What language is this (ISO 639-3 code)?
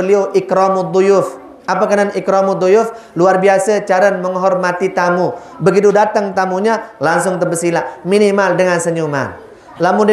sas